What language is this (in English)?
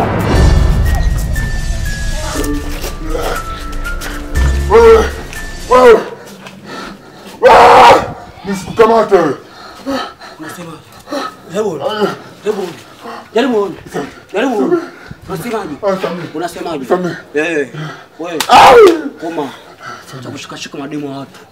Swahili